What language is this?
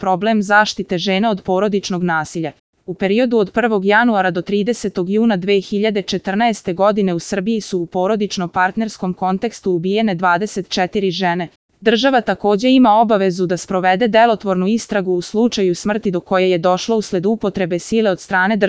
Serbian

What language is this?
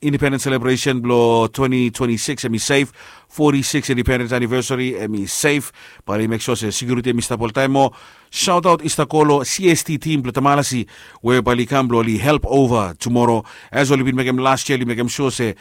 Bislama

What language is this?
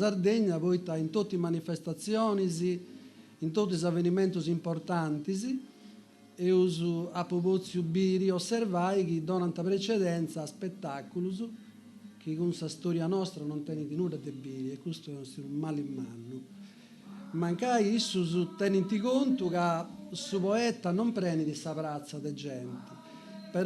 Sardinian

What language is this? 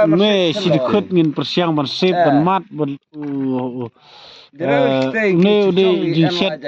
Khasi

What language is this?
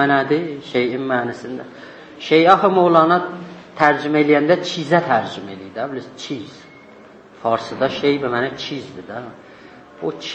South Azerbaijani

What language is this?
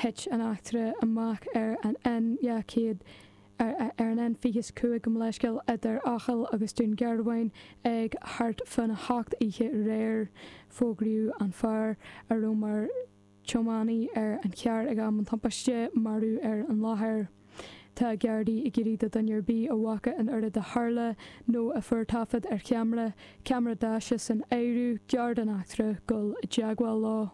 Irish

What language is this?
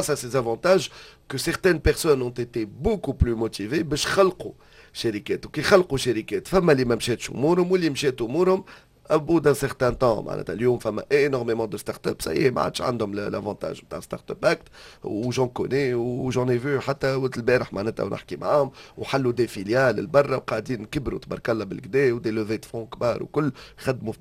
Tunisian Arabic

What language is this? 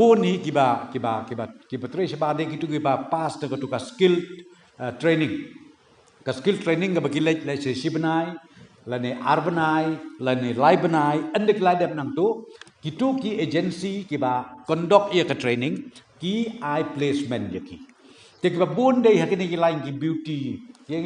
Khasi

